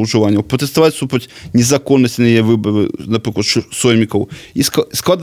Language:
Belarusian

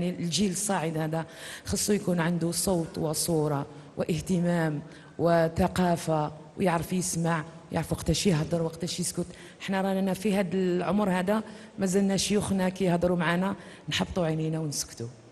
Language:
Algerian Arabic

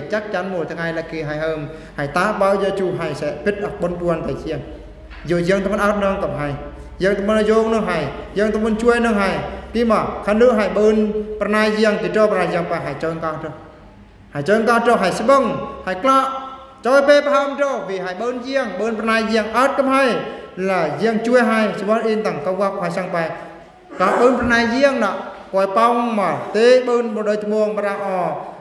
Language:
Eastern Bru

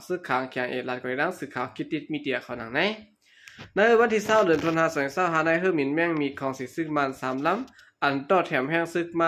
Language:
Shan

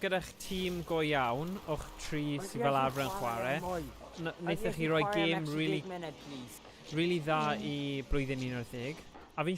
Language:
Welsh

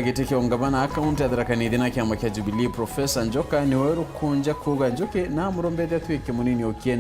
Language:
Meru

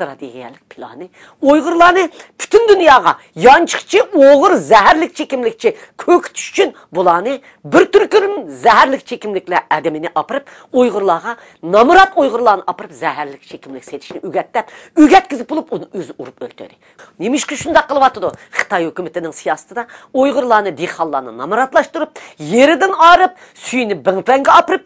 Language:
Uyghur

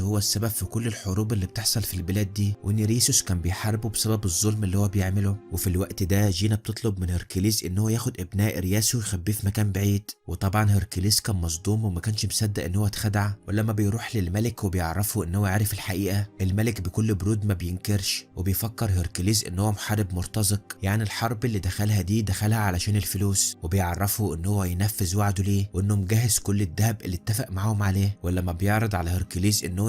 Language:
Egyptian Arabic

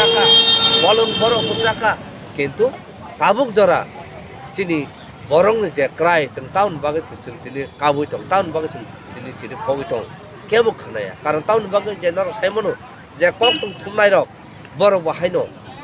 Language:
Kok Borok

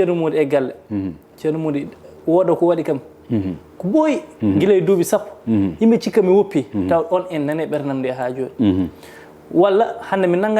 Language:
Fula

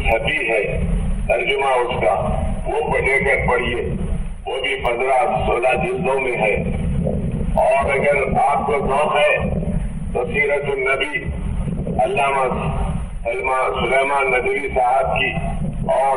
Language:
Urdu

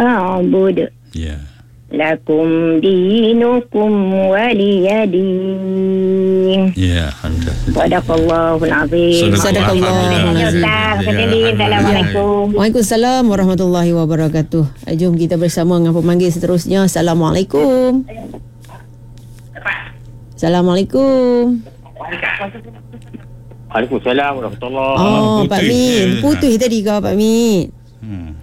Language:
Malay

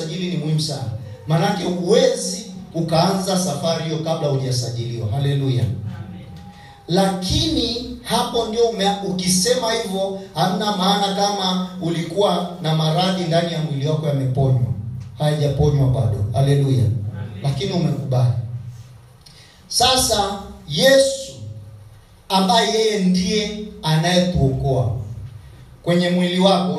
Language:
Swahili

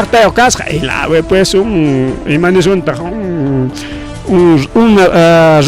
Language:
Ayacucho Quechua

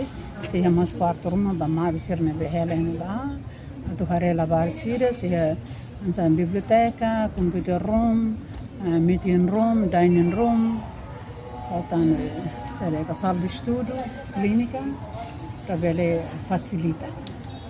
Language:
Tetum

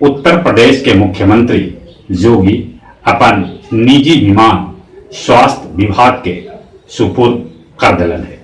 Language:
Magahi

